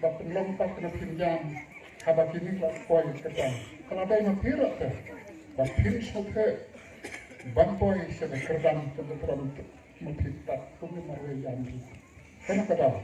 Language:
Khasi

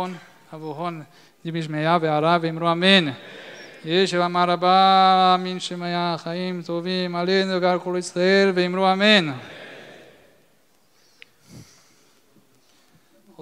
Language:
Portuguese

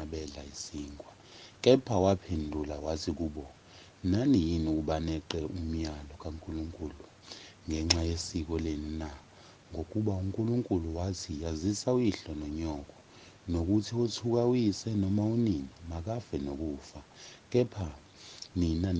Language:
Zulu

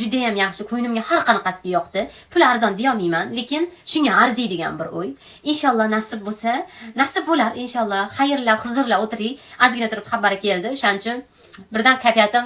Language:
Uzbek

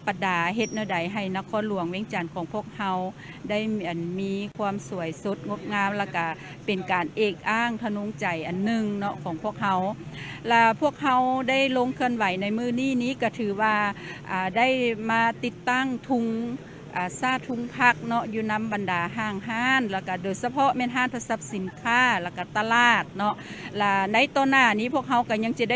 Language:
Lao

